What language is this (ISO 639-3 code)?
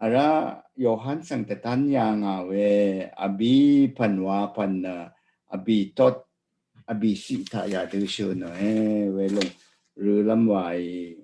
raw